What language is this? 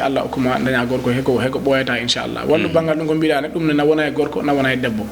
Fula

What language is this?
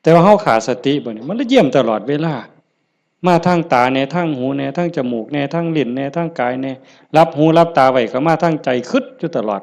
Northeastern Thai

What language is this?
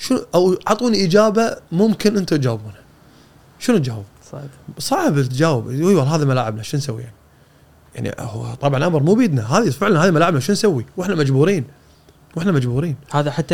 Gulf Arabic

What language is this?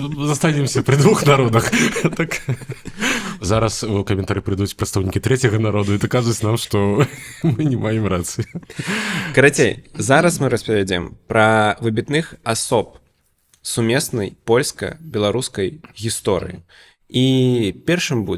Belarusian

